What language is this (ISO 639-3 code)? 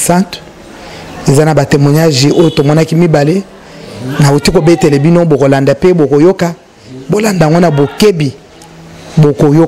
lin